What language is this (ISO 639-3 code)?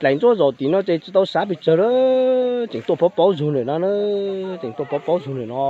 hmn